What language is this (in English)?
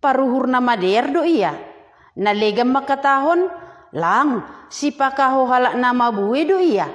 Batak Simalungun